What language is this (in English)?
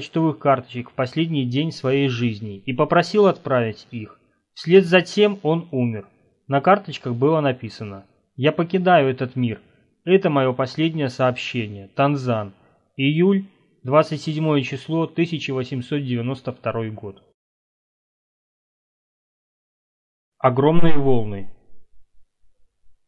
Russian